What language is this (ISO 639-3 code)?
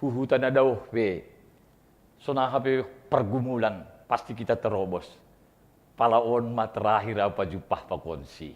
bts